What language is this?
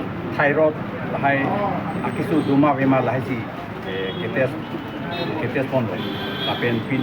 Karbi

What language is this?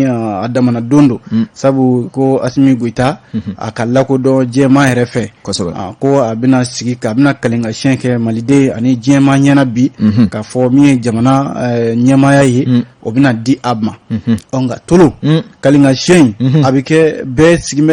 Bambara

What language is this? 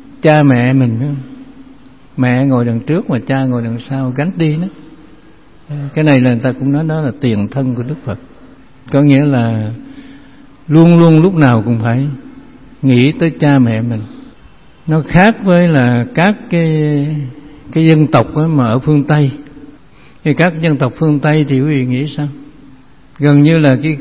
Vietnamese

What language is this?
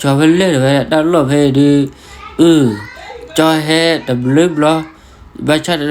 S'gaw Karen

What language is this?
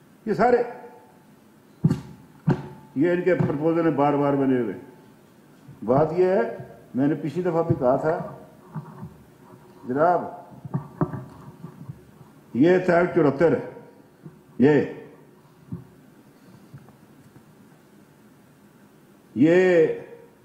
Urdu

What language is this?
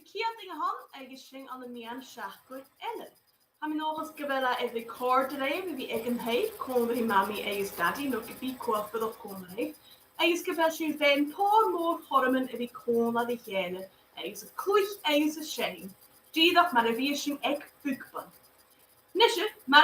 Scottish Gaelic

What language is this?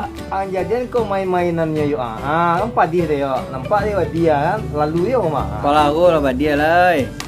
Minangkabau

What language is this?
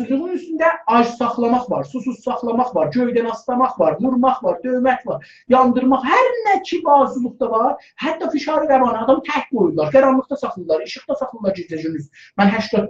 South Azerbaijani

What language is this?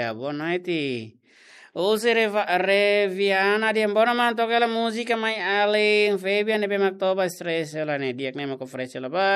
Tetum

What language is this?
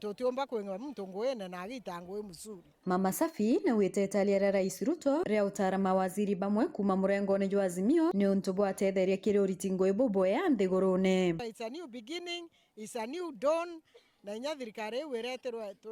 Meru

